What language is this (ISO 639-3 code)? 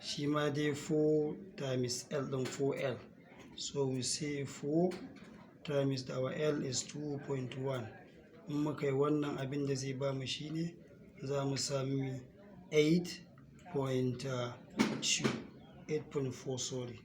hau